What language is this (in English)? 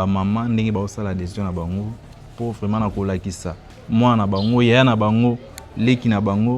Lingala